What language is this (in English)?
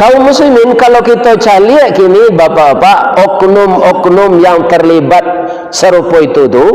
Minangkabau